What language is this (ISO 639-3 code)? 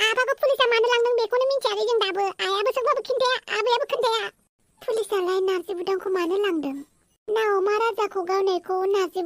brx